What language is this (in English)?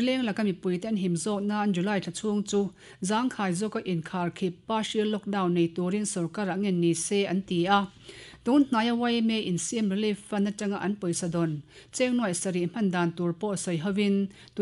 Mizo